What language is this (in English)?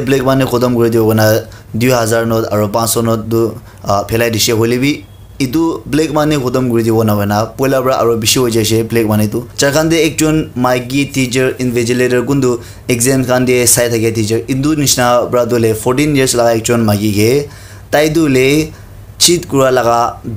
Naga Pidgin